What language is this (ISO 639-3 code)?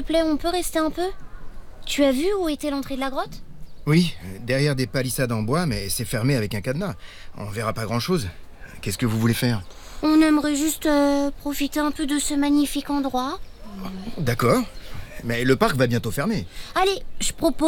fra